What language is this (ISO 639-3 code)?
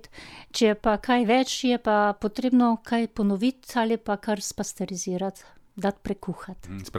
slv